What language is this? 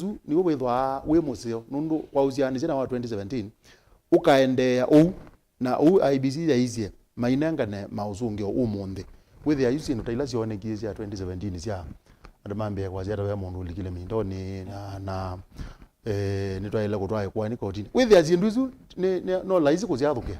Kamba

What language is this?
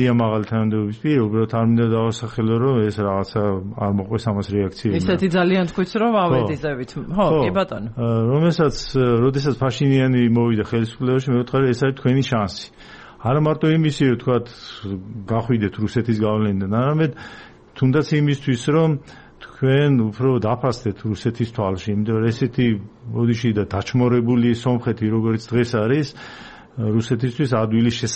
Georgian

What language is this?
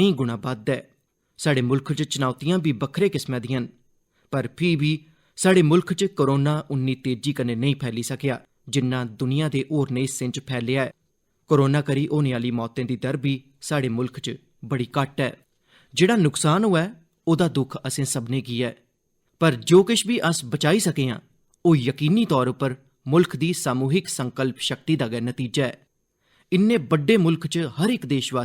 Dogri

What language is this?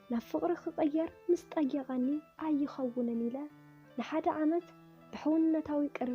Tigrinya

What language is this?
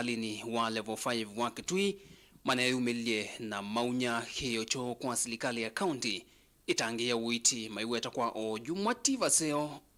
Kamba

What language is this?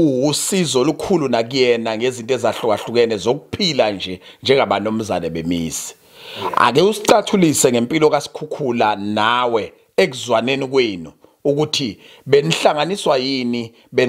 Zulu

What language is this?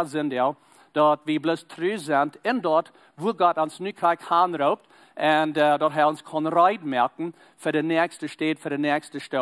Plautdietsch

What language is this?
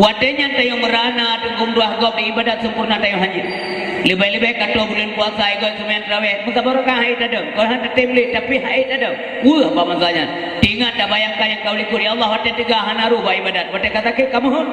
Achinese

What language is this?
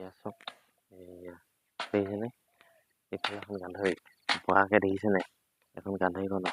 Assamese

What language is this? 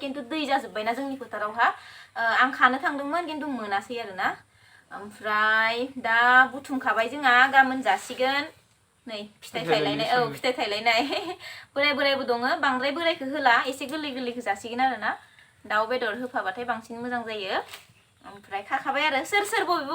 Bodo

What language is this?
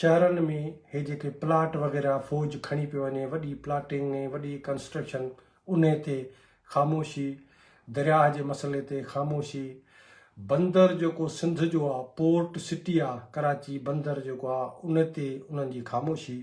Sindhi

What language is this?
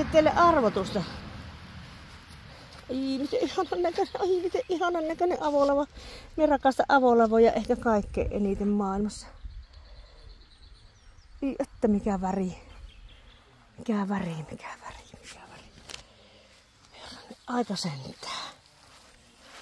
Finnish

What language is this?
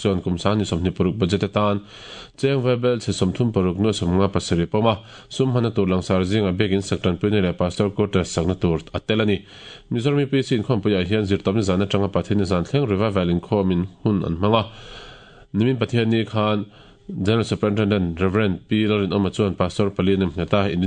Mizo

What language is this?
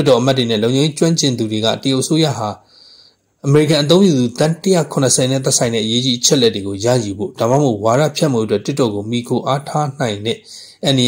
Burmese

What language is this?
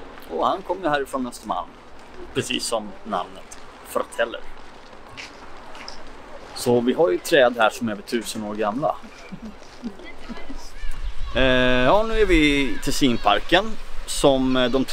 Swedish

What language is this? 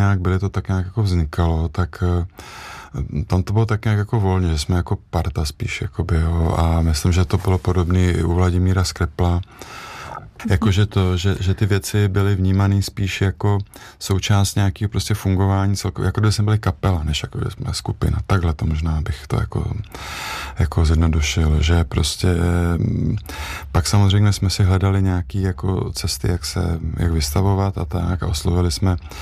Czech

